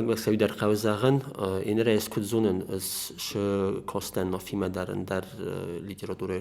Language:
Ossetic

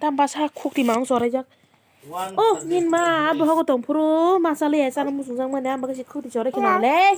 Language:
Kok Borok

